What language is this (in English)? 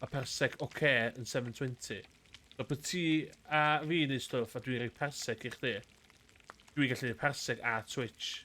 Welsh